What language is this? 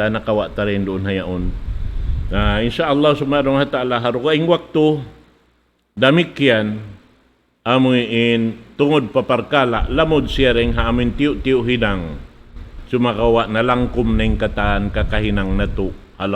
Tausug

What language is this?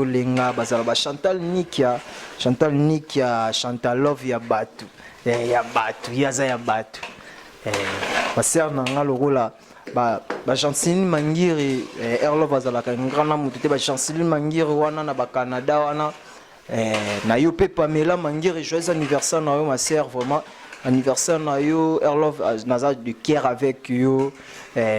Lingala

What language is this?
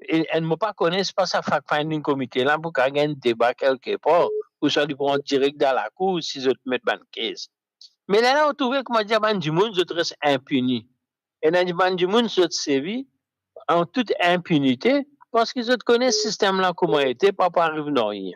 Morisyen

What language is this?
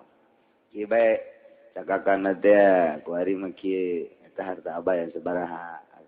Sundanese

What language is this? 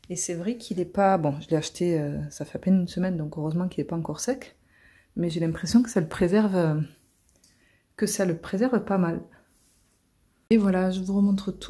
French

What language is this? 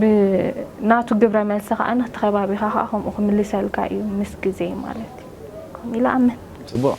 Tigrinya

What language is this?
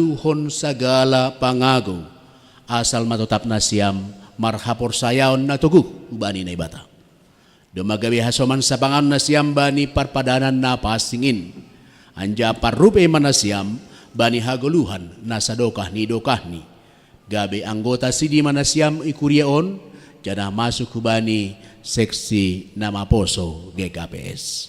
Batak Simalungun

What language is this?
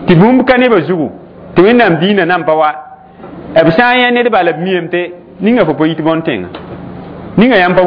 Mossi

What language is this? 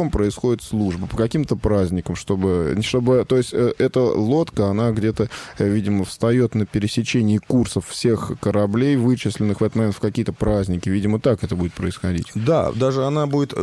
Russian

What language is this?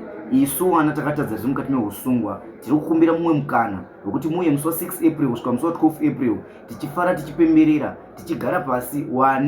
Shona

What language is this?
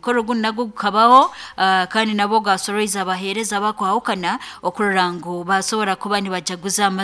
Nyoro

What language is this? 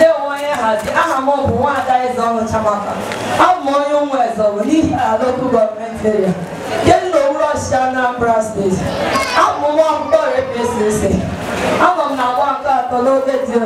Igbo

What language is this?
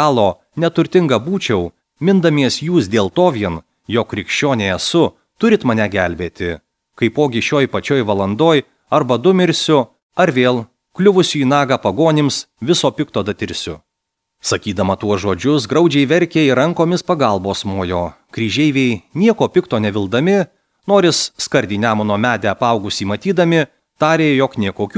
Lithuanian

